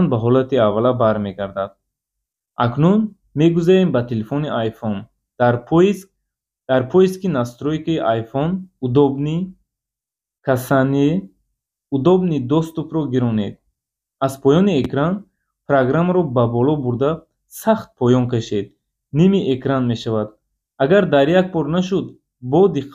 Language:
Tajik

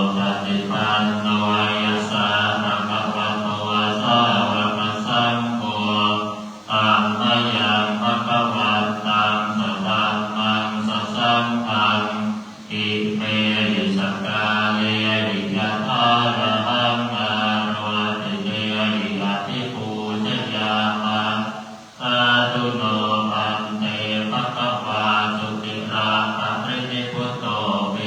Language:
Pali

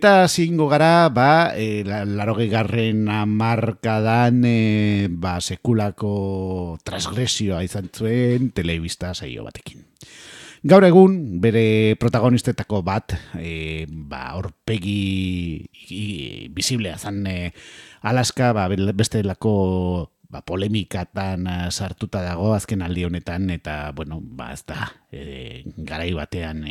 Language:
Basque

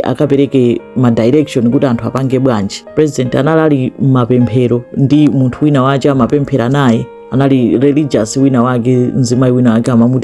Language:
Nyanja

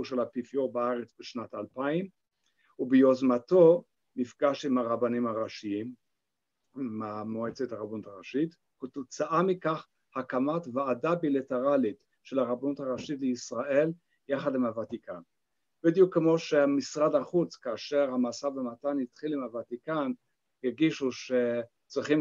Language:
Hebrew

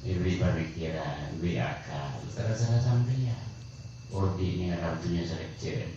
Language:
Madurese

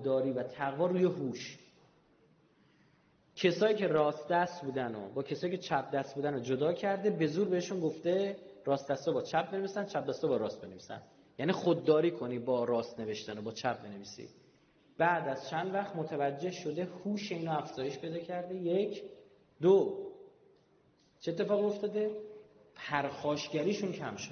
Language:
Persian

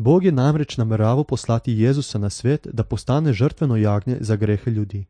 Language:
Slovenian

